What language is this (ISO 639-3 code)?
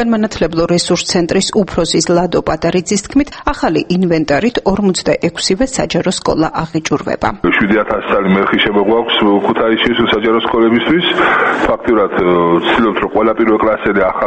kat